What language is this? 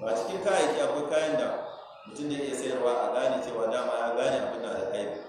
Hausa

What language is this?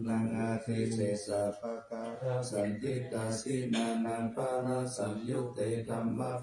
Pali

